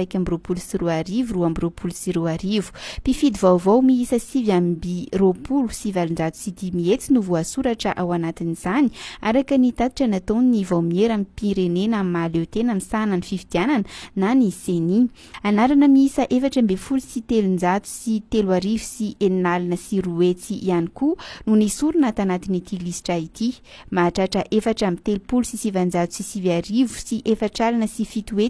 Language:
Malagasy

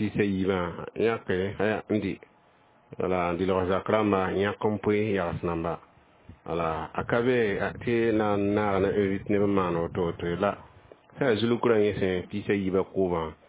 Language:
Mossi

